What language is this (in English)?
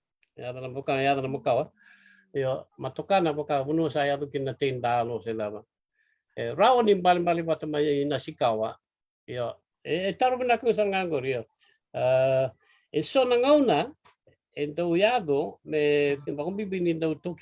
Fijian